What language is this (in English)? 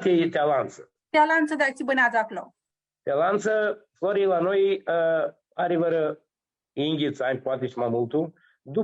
Aromanian